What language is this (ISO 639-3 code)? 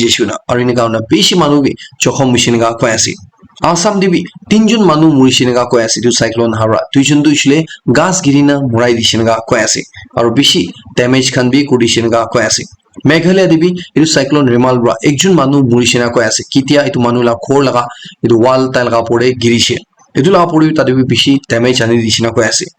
nag